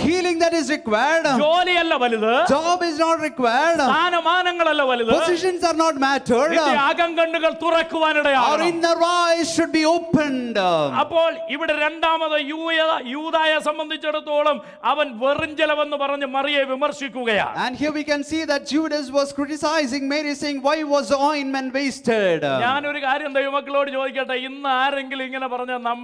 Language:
Malayalam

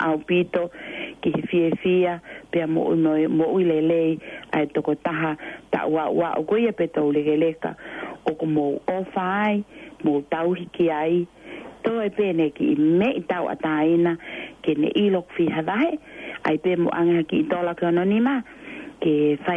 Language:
Tongan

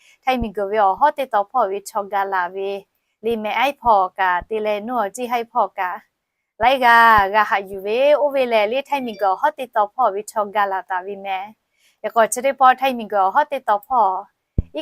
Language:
Lahu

